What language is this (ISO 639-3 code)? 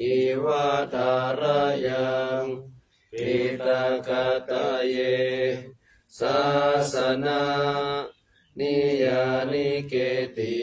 pli